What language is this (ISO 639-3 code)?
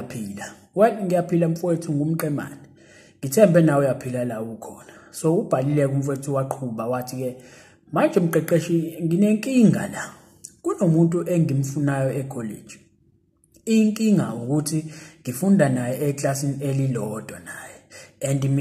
zul